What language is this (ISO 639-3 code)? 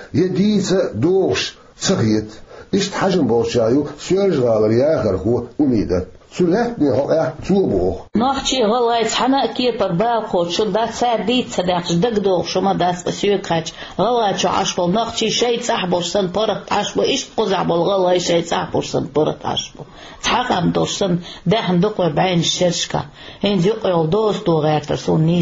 che